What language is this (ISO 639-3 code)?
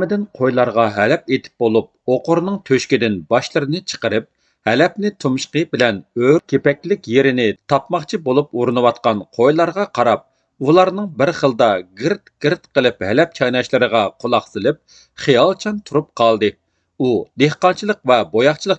uig